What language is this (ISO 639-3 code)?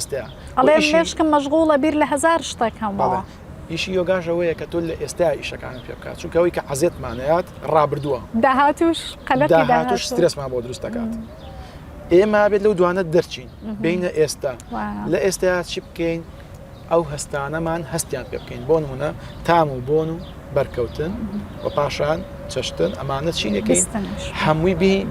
ckb